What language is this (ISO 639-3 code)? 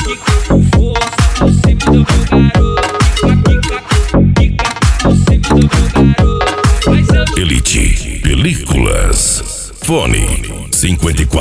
por